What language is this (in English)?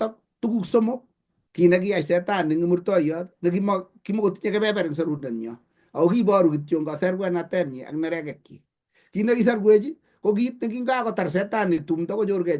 Kalenjin